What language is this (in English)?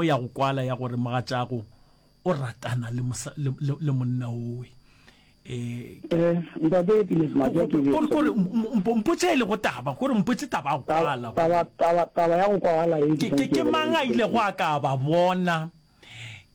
Northern Sotho